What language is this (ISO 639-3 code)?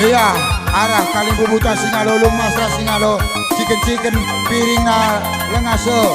btx